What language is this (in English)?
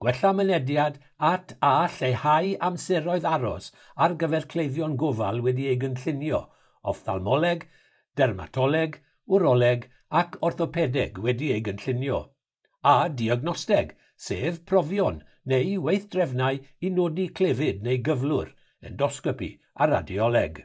Welsh